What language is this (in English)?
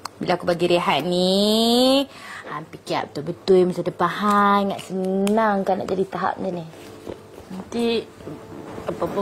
Malay